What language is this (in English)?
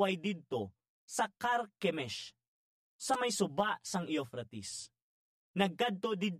Hiligaynon